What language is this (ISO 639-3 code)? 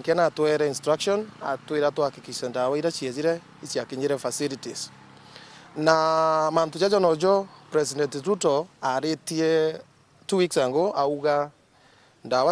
mer